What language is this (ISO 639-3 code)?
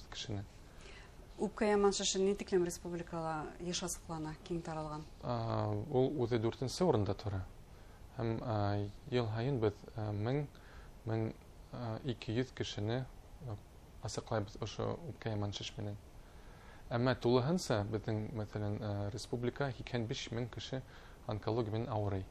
bak